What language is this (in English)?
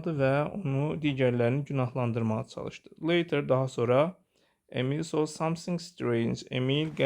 Azerbaijani